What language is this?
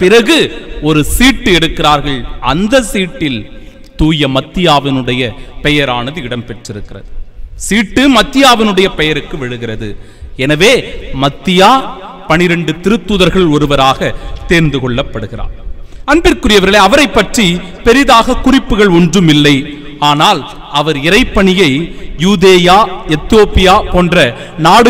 Tamil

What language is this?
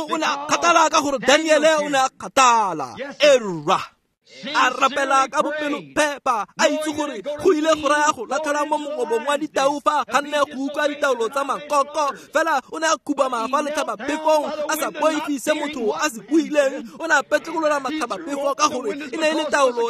Tswana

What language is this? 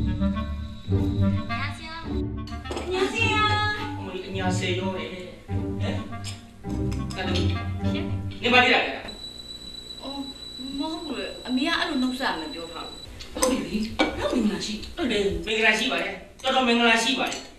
Burmese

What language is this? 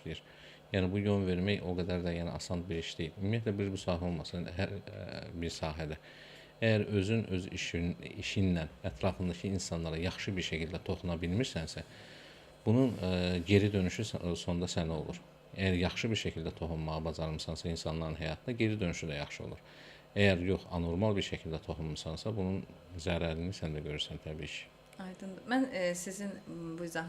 Azerbaijani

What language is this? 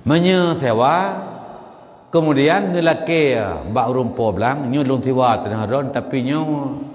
Achinese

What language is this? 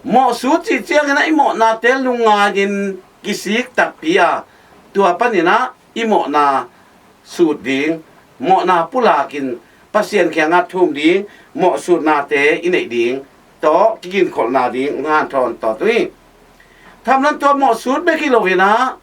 Tedim Chin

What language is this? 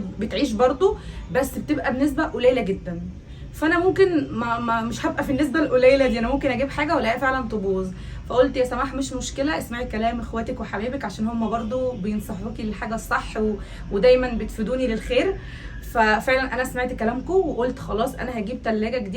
Egyptian Arabic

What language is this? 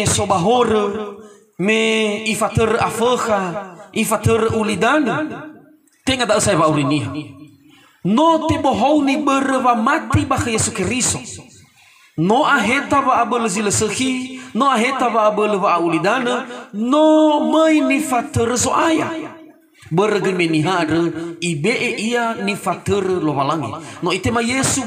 Nias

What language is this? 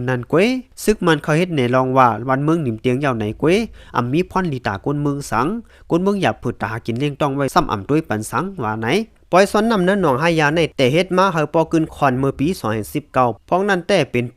Shan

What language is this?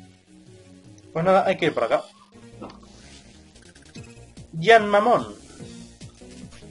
Spanish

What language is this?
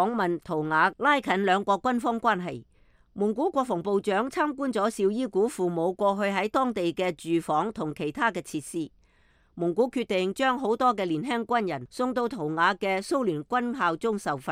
Cantonese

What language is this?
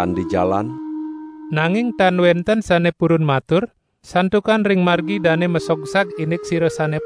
Balinese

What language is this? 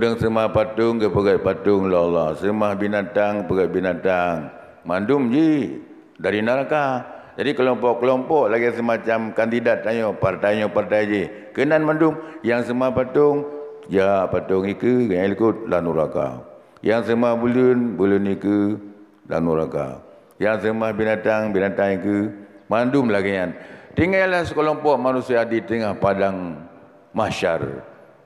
Achinese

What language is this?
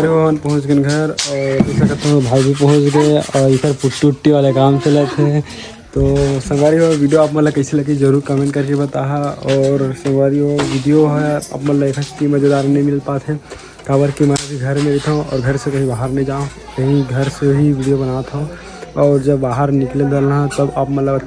Chhattisgarhi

